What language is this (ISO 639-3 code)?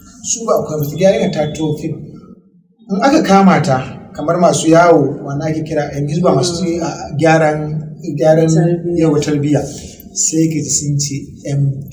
hau